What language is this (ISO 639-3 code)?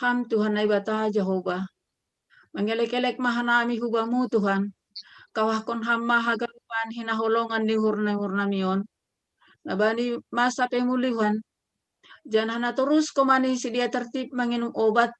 bts